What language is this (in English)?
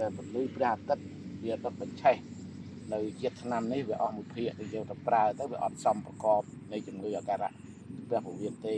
Khmer